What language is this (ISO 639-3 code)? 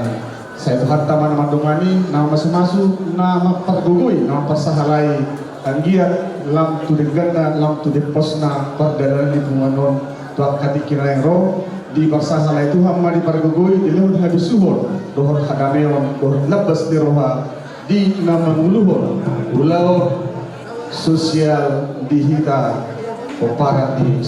bbc